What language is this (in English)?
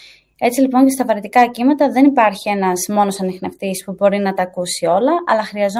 Greek